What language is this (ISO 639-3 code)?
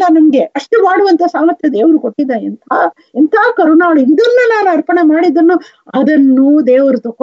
kan